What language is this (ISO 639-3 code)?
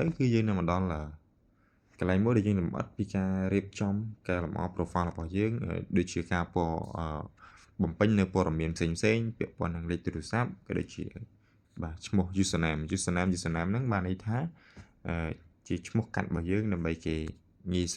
khm